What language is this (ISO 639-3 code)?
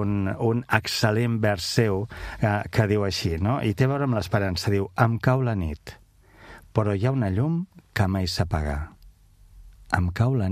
cat